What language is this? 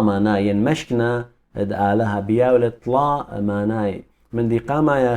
Assyrian Neo-Aramaic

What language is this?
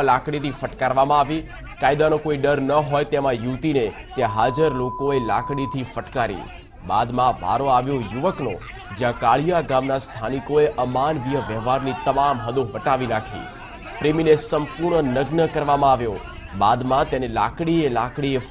Gujarati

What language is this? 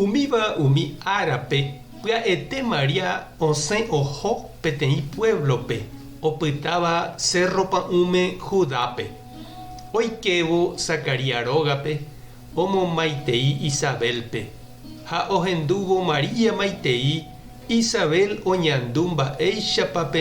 Guarani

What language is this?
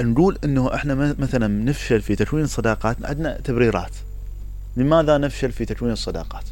Mesopotamian Arabic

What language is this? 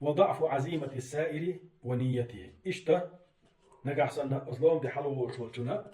Chechen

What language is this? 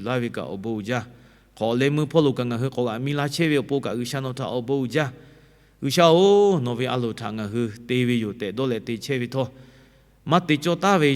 Lahu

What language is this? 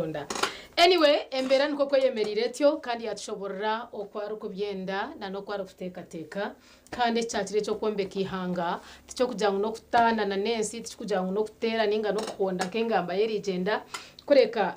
Nyankole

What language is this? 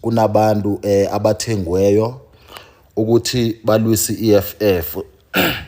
Zulu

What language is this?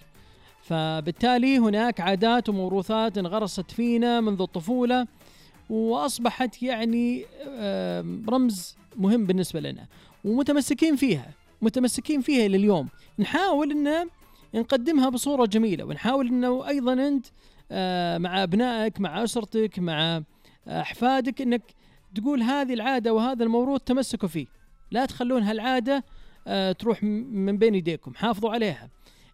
Najdi Arabic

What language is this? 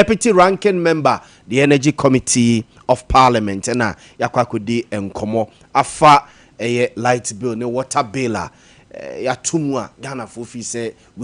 Akan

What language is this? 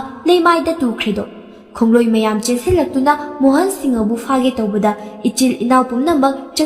Manipuri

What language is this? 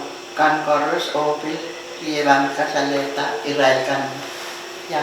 Pohnpeian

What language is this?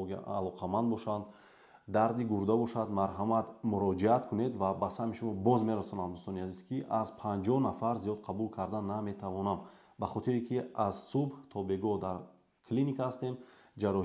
Tajik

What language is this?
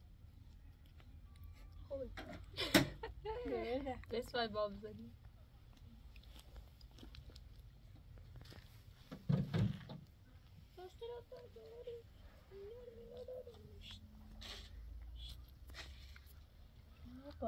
Persian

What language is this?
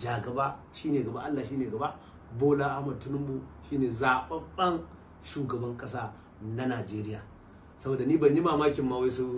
Hausa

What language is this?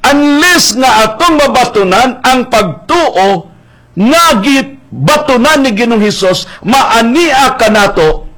Cebuano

